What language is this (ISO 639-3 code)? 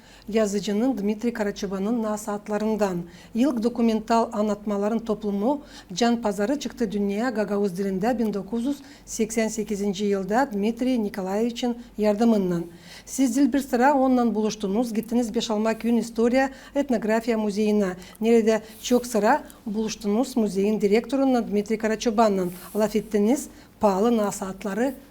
gag